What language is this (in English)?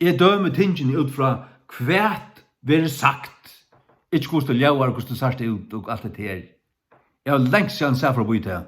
Faroese